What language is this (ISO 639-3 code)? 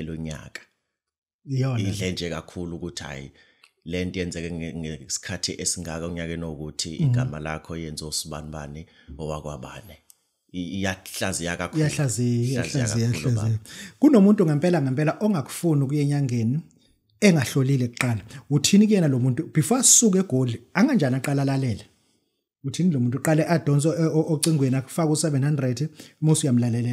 zul